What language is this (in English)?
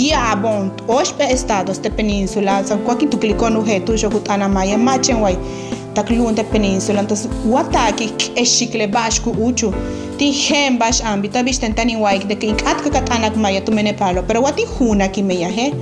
Yucateco